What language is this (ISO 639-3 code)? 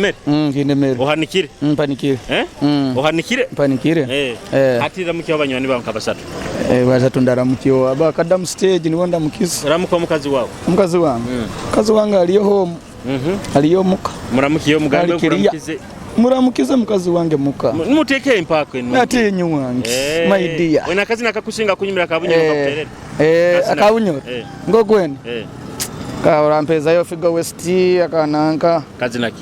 nyo